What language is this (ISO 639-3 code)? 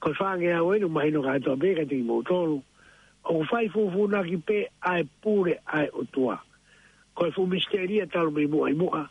ton